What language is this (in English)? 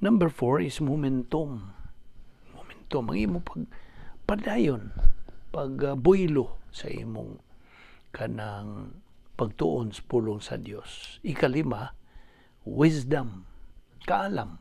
Cebuano